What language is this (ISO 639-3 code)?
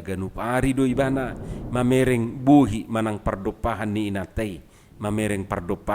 bbc